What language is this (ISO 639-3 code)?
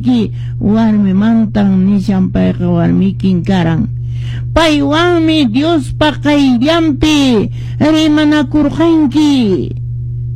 que